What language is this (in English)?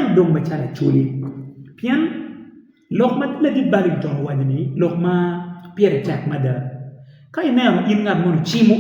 Acoli